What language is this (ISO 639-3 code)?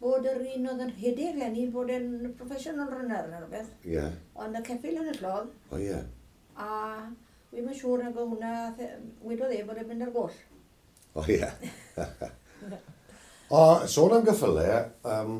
cym